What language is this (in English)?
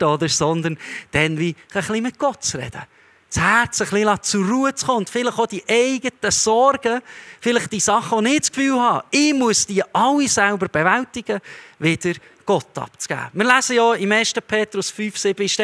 Swiss German